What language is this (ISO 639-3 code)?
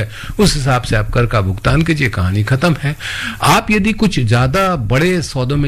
hin